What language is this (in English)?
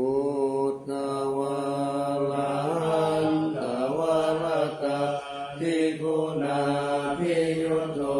Pali